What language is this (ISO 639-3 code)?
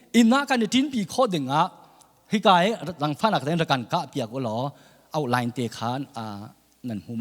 cnh